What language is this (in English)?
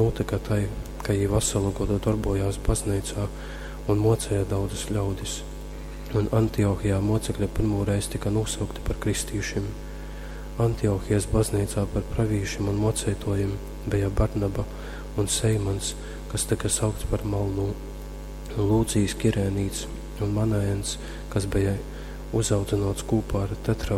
Latgalian